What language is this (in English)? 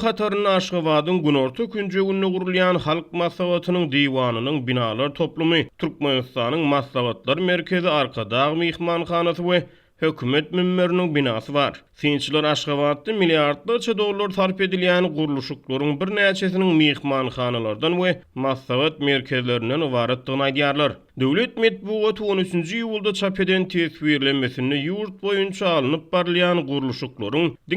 Turkmen